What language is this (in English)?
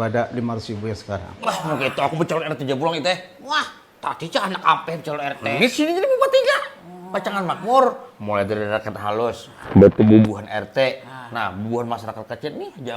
Banjar